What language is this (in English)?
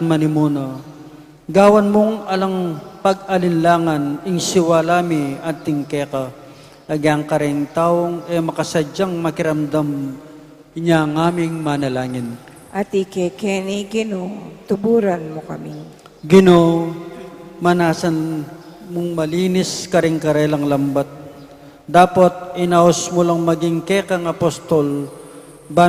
Pampanga